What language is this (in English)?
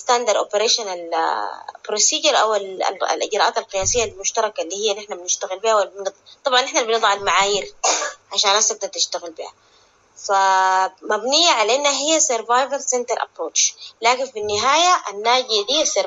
Sudanese Arabic